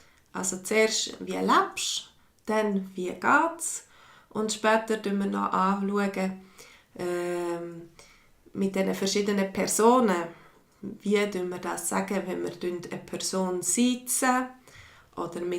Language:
Swiss German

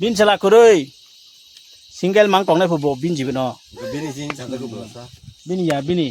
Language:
Kok Borok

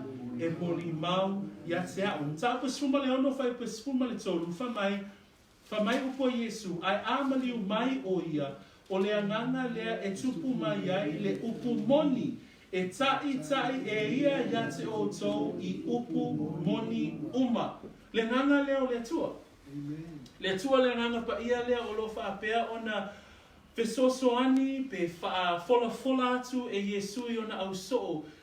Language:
Samoan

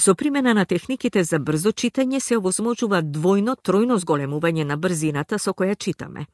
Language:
Macedonian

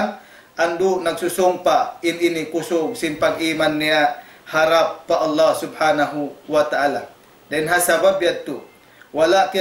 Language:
Tausug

